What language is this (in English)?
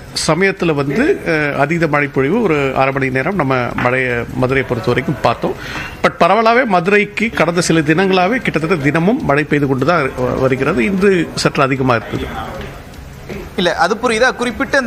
Tamil